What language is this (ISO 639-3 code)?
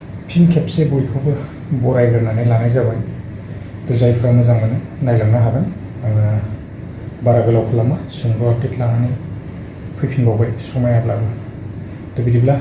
brx